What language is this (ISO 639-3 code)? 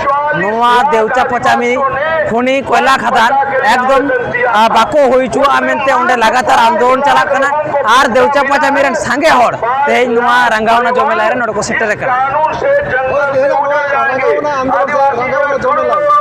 sat